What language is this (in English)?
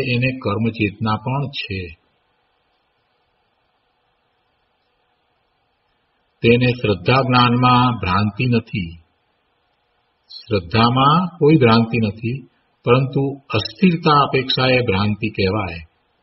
Gujarati